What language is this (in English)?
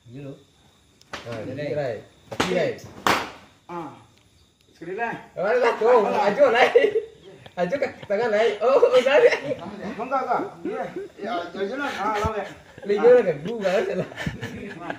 Minangkabau